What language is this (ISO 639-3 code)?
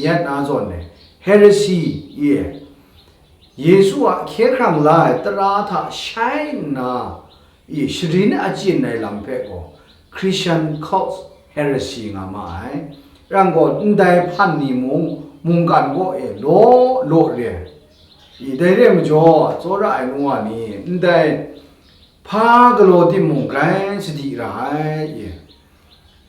kac